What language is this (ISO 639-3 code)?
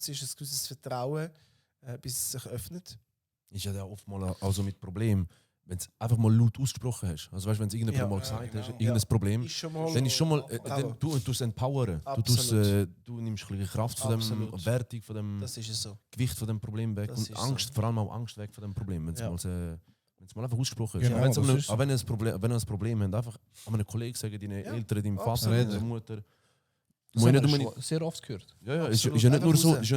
gsw